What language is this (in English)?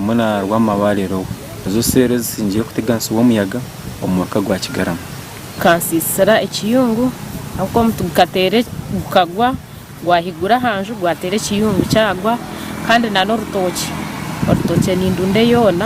Nyankole